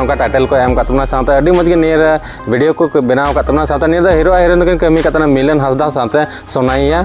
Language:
Santali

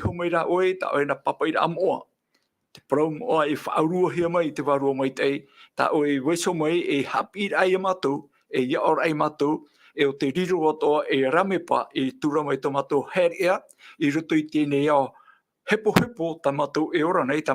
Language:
Tahitian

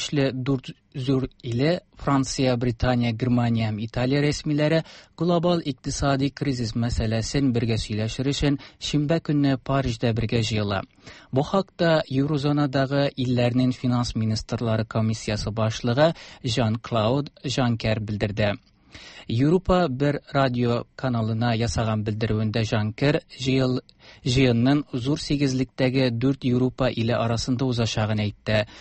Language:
Tatar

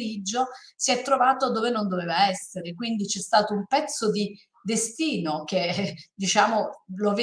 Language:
Italian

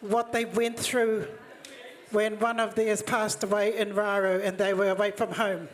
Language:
Māori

